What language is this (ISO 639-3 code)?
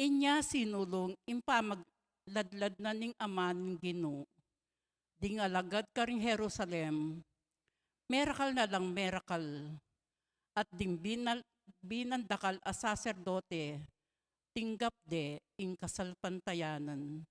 pam